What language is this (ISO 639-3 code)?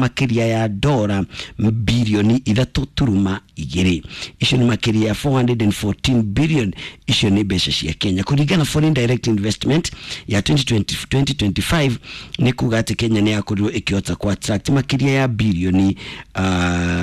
kik